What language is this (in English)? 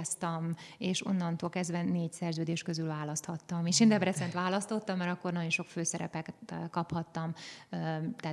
Hungarian